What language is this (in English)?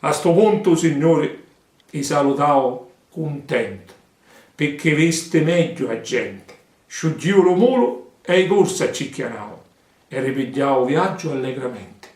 Sicilian